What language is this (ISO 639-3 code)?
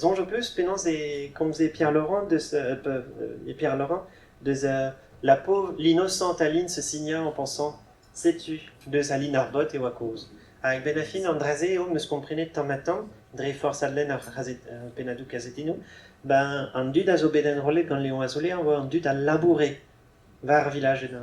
bre